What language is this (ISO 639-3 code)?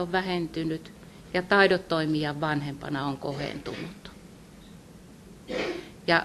fin